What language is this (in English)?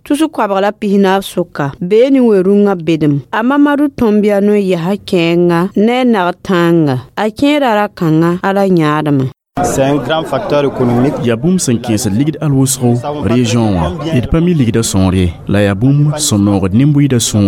Mossi